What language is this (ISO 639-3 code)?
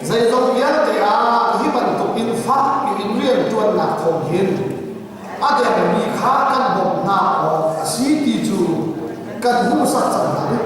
cnh